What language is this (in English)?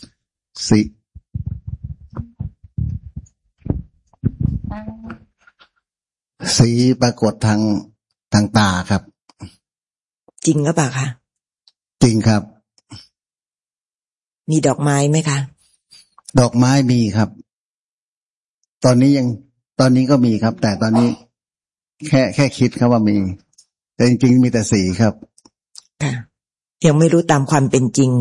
Thai